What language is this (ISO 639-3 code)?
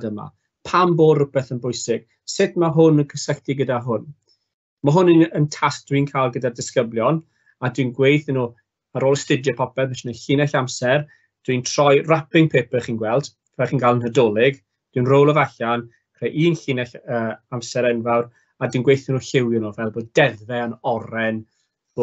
cym